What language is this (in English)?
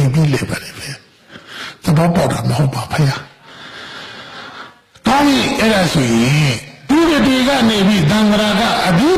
Burmese